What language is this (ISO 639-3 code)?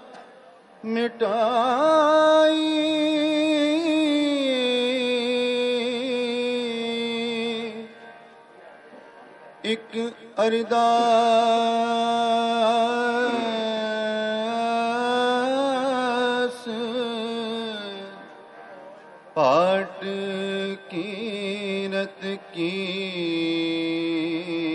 hin